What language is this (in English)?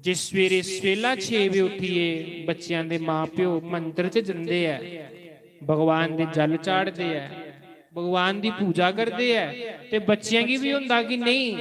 Dogri